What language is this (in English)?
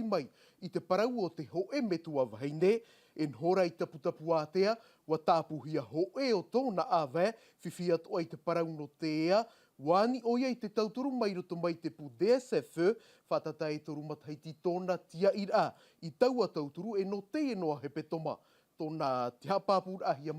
Tahitian